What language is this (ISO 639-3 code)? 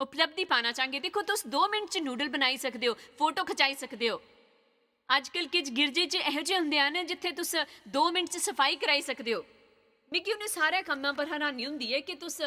doi